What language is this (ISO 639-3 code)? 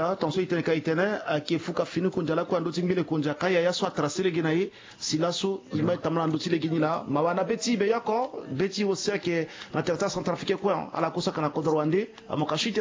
sag